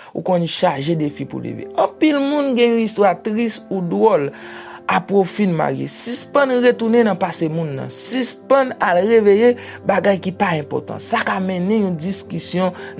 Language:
Haitian Creole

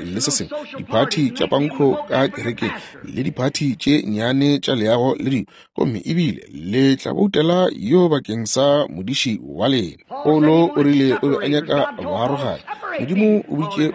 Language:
Northern Sotho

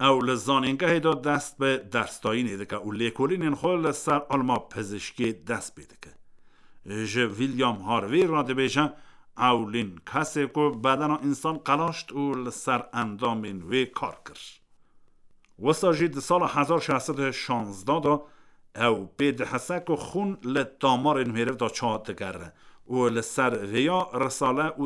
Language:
Kurdish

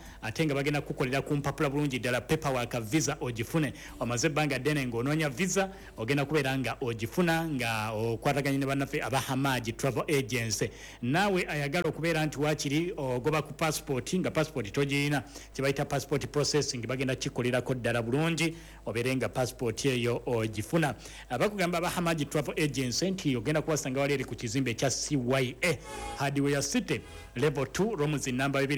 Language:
Ganda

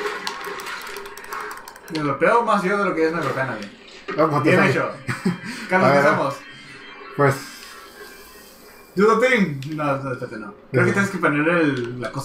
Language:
Spanish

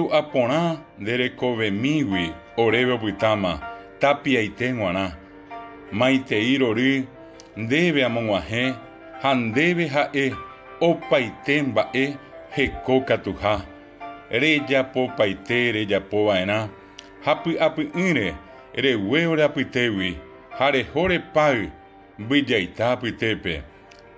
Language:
Guarani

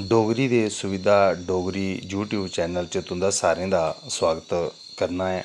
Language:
Dogri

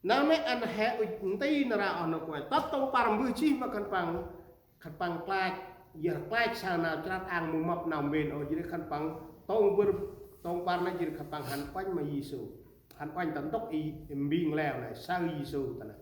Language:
Central Mnong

